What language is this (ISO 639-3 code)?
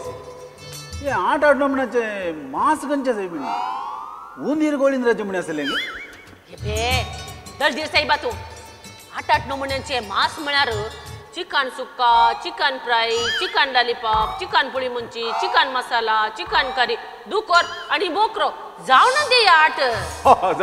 kok